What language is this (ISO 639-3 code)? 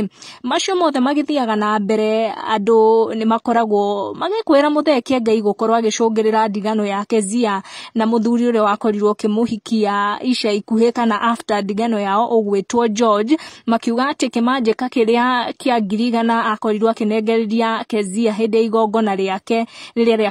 kik